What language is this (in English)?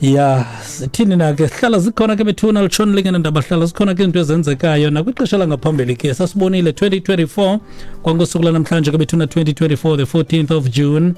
Xhosa